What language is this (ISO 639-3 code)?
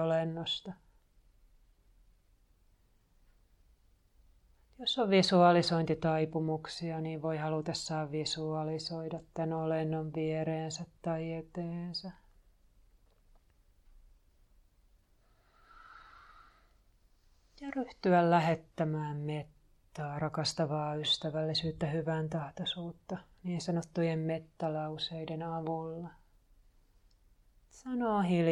fin